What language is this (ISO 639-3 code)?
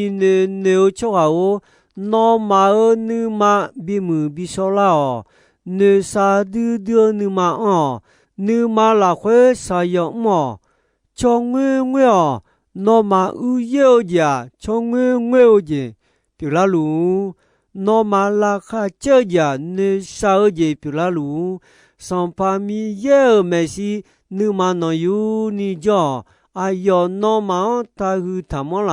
ahk